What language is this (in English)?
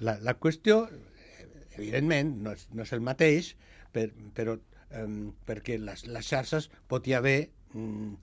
Catalan